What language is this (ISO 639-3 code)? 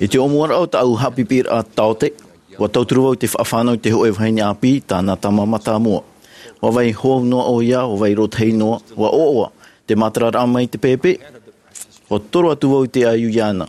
tah